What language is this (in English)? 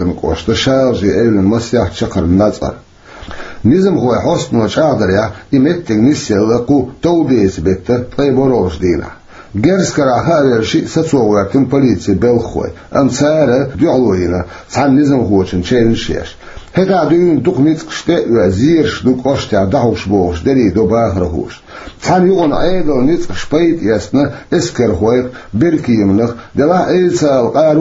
Chechen